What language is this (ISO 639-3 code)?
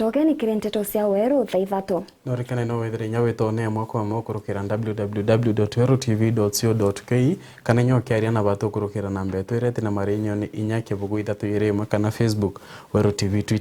mer